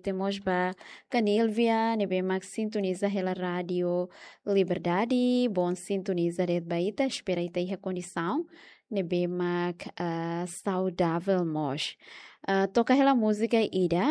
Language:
Tetum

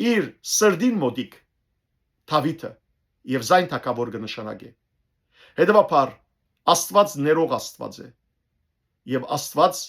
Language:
Western Armenian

